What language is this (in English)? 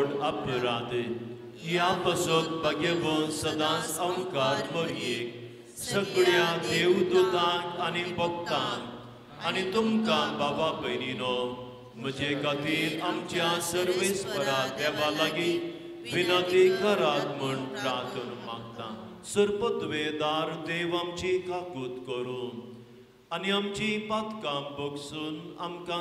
Konkani